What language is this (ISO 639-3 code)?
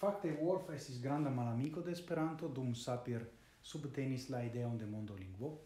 epo